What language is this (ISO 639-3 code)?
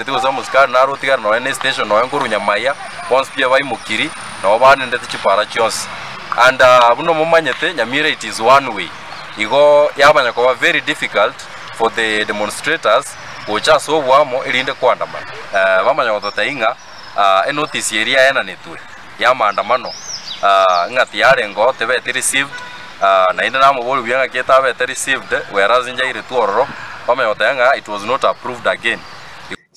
guz